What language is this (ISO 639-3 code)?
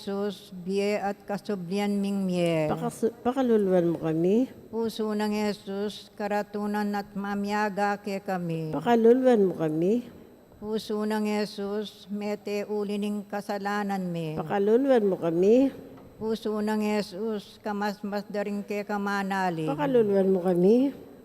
pam